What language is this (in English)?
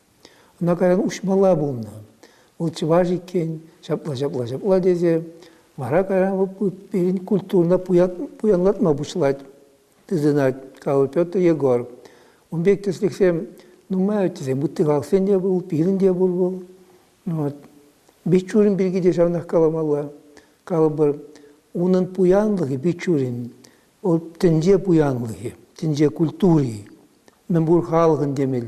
Chuvash